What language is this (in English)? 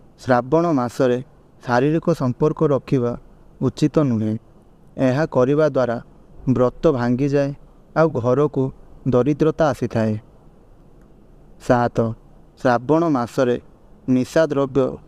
Odia